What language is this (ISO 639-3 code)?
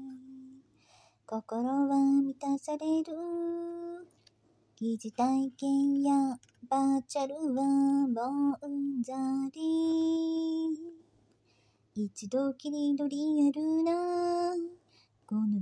jpn